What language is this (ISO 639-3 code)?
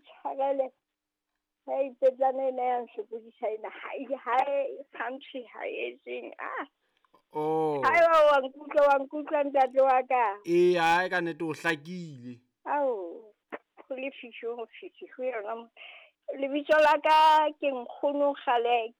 sot